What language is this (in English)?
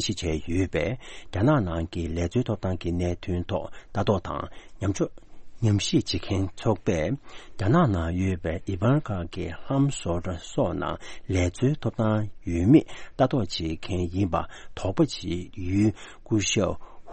Tibetan